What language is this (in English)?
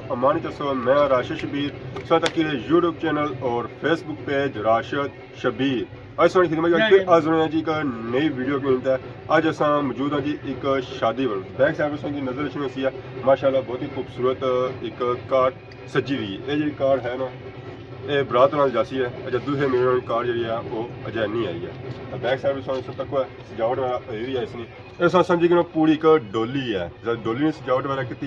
Pahari-Potwari